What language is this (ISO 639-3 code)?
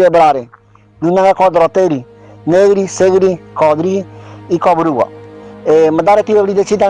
gym